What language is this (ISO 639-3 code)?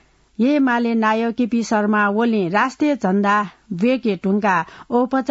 new